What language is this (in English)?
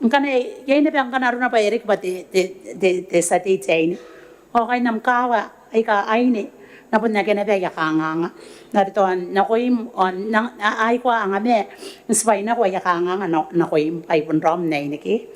Gilbertese